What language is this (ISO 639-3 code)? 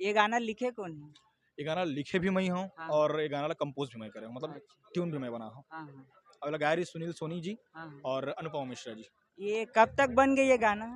hne